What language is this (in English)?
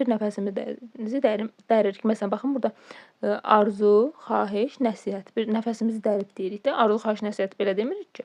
Azerbaijani